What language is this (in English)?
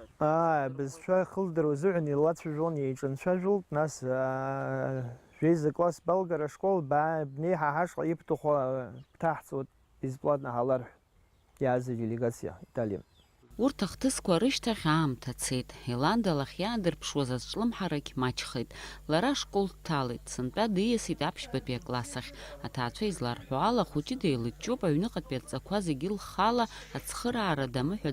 Abkhazian